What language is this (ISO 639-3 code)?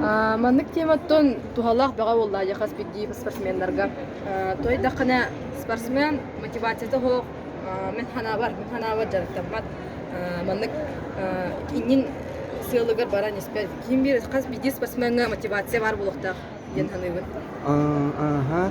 sah